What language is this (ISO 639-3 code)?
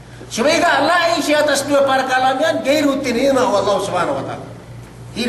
yka